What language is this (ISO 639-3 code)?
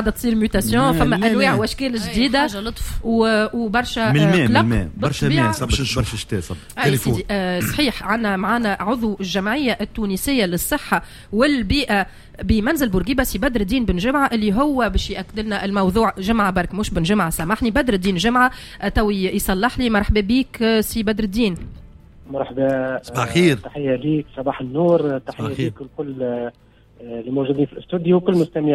aeb